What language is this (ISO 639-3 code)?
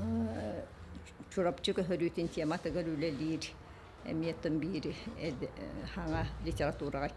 sah